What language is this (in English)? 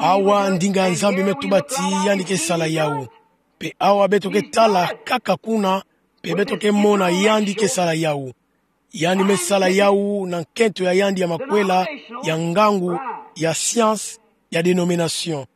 Kituba (Democratic Republic of Congo)